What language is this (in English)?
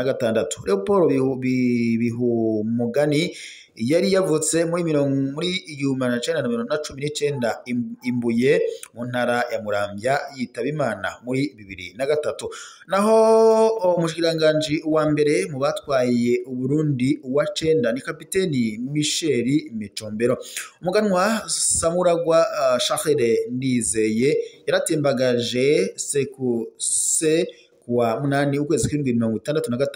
Rundi